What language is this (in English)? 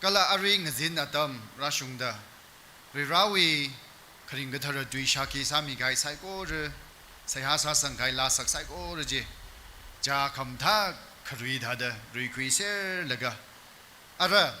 Tangkhul Naga (India)